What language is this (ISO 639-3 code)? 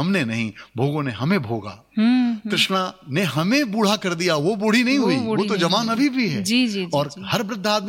hin